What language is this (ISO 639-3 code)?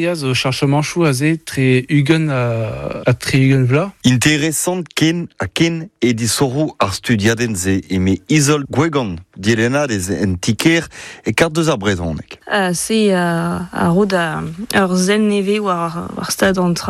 bre